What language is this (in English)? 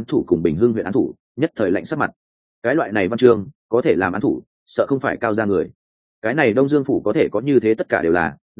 Vietnamese